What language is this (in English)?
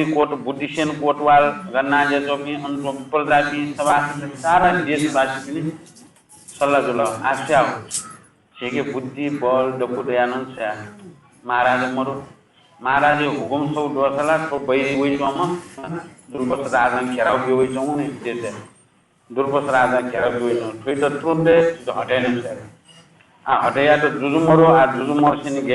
Newari